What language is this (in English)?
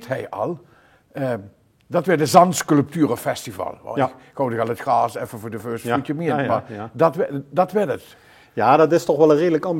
Limburgish